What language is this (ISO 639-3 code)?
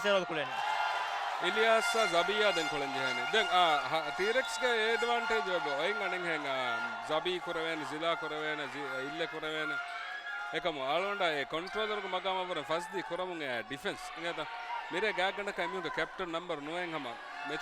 div